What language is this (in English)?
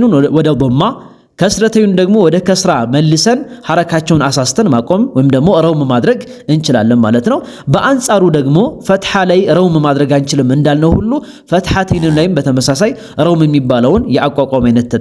Amharic